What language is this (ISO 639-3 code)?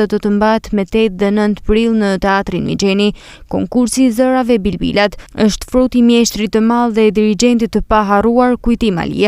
sqi